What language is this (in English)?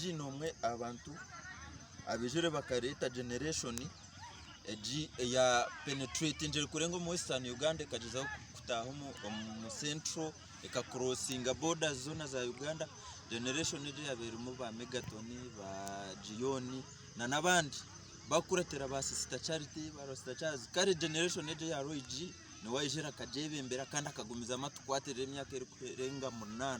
Nyankole